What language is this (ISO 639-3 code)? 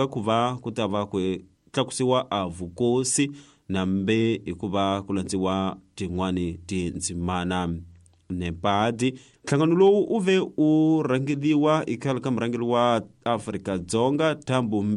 tso